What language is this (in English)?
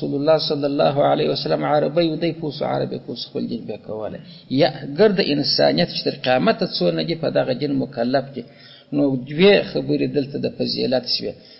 Pashto